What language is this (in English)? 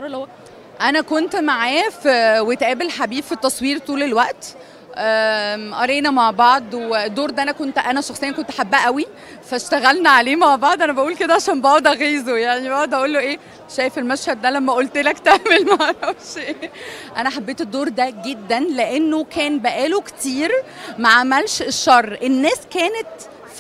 Egyptian Arabic